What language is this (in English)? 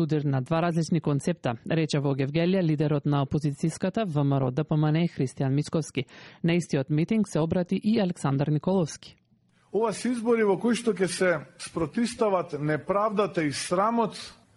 Macedonian